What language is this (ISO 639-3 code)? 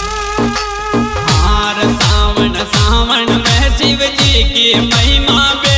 hin